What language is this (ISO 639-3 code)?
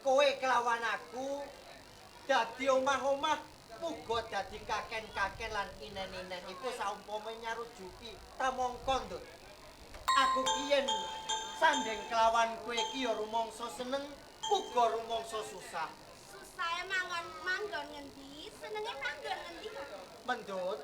jav